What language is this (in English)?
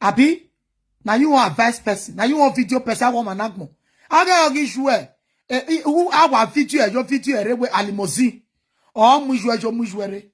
Nigerian Pidgin